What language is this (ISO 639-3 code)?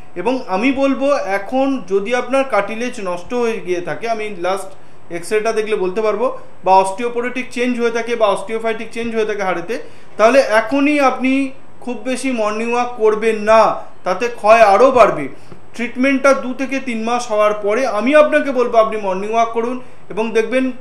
ben